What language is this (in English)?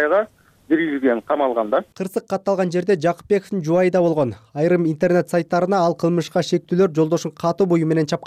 Kyrgyz